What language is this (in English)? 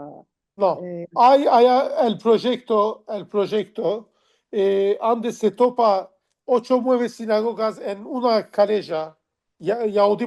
Ladino